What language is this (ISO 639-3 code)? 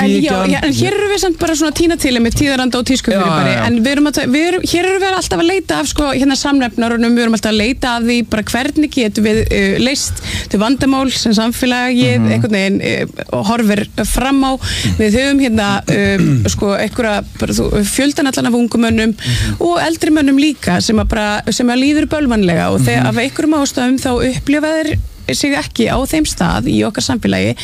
isl